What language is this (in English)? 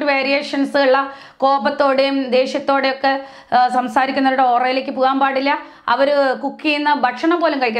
Malayalam